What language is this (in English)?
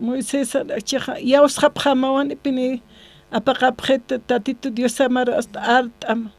Aymara